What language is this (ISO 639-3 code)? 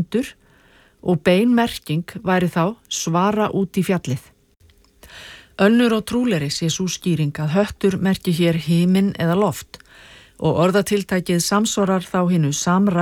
isl